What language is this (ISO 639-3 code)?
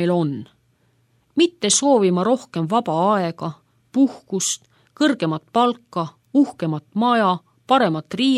est